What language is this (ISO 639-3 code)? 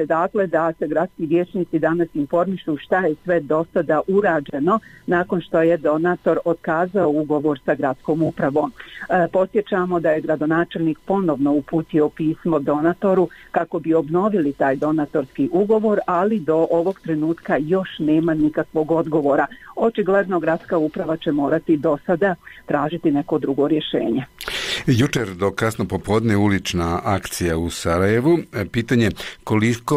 bos